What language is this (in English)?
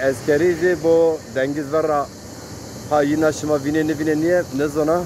Zaza